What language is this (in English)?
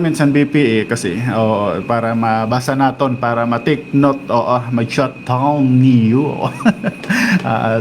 Waray